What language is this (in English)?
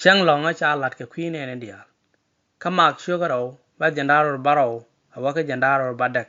Nuer